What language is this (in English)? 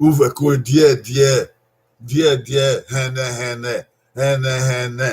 Bini